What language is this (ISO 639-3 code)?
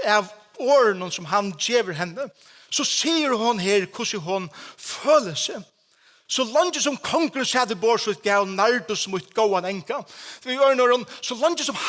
fao